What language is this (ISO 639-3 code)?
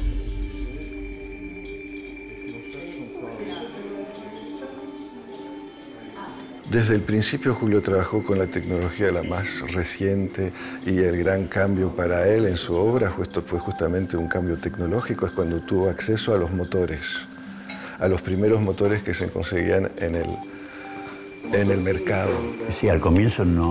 spa